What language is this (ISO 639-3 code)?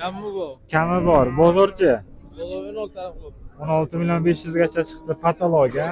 uzb